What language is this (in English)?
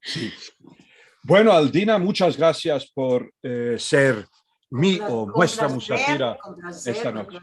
Ladino